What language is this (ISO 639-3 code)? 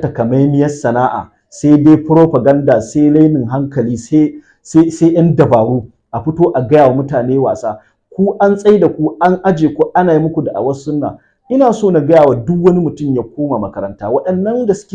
hau